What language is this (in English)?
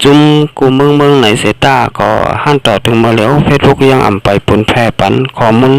Shan